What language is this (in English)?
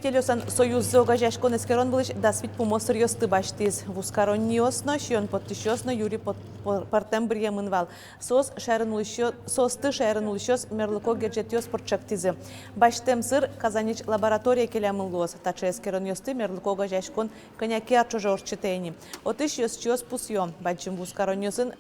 Udmurt